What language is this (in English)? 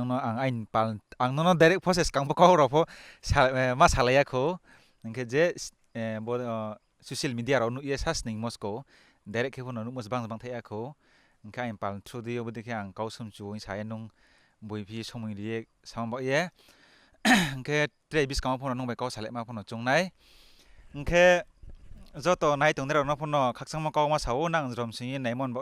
Riang (India)